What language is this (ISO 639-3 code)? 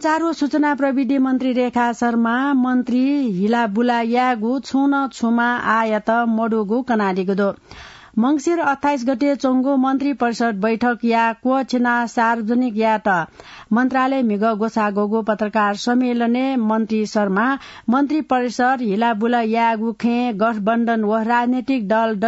new